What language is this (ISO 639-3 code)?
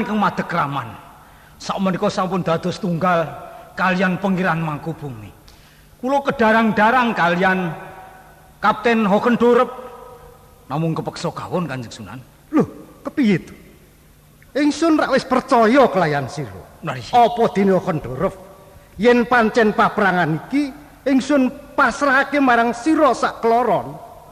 jav